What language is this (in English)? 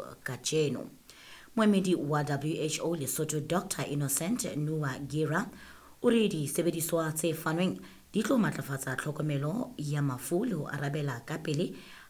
Southern Sotho